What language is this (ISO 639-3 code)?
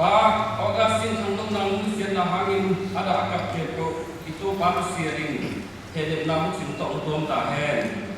ctd